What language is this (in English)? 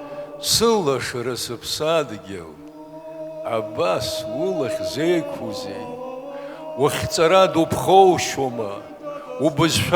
Abkhazian